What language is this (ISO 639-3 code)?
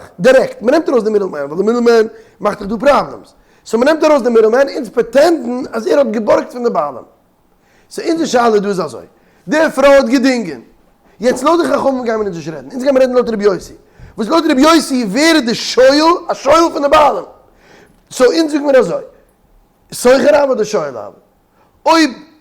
yid